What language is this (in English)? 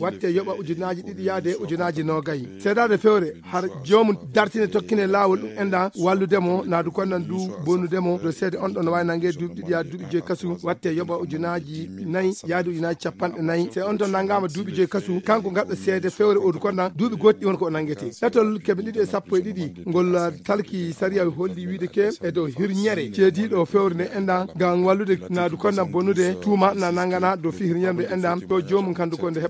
Fula